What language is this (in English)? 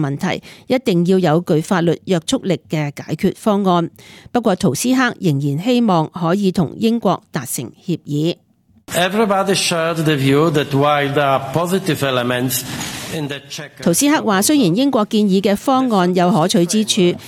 Cantonese